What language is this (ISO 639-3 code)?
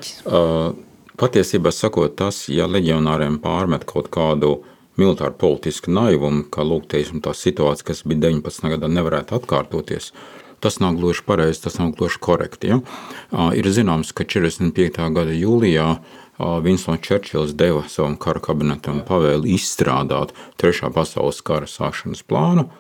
lav